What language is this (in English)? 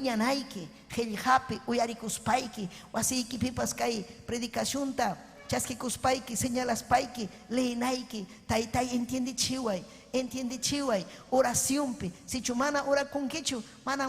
Ayacucho Quechua